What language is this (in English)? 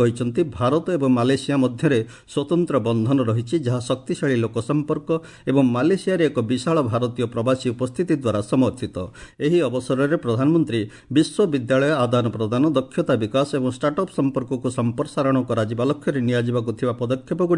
Odia